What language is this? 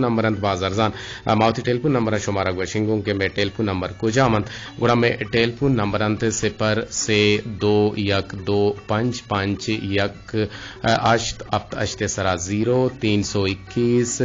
Eastern Balochi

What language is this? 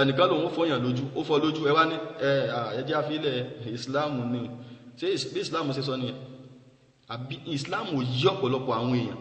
Yoruba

